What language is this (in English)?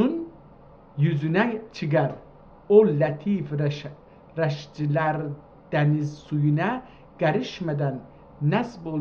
South Azerbaijani